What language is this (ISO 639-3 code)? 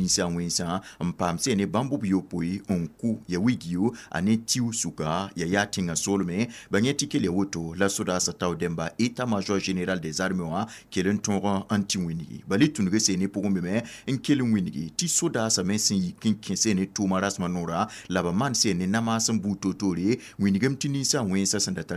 mos